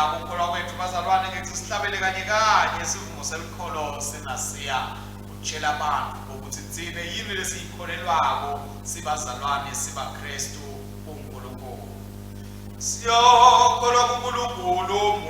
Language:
Swati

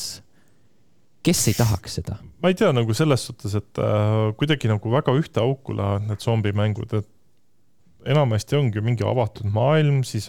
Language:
Estonian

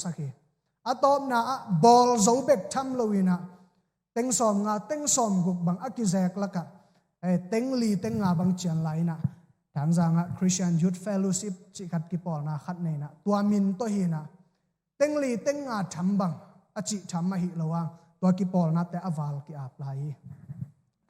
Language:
Tedim Chin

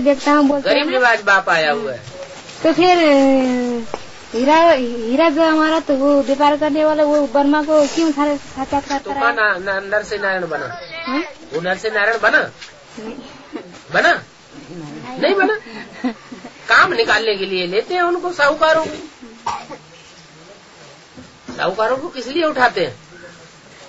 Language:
Hindi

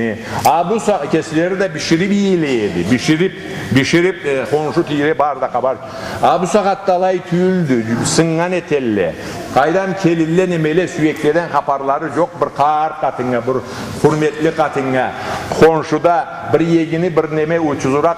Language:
Karachay-Balkar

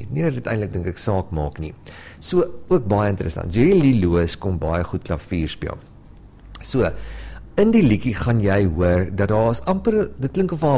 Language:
Afrikaans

